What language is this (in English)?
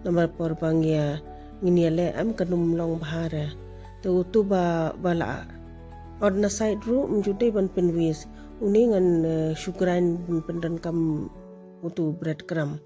Khasi